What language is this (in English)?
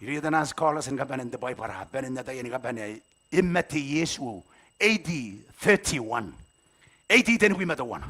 Gilbertese